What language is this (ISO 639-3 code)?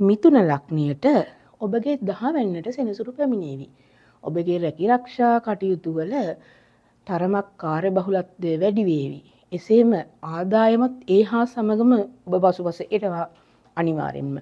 sin